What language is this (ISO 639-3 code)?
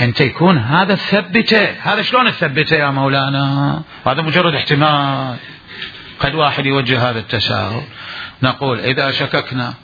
acm